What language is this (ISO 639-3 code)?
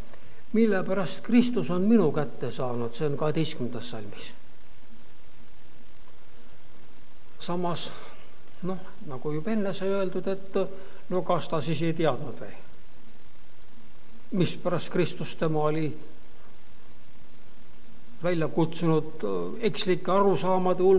est